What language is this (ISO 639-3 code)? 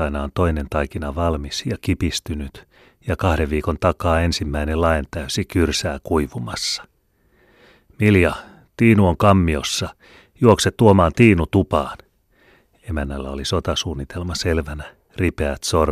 fin